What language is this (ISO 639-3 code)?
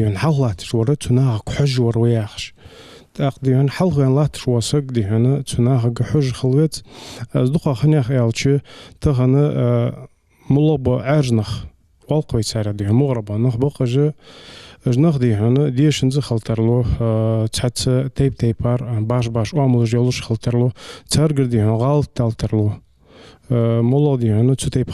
inh